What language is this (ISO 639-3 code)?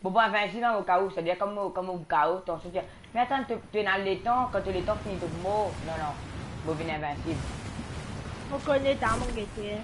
mfe